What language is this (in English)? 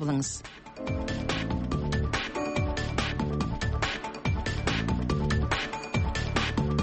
Kazakh